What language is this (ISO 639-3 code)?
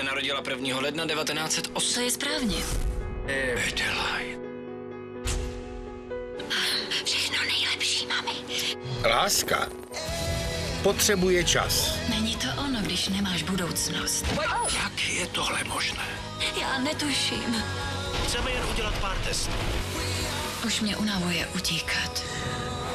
ces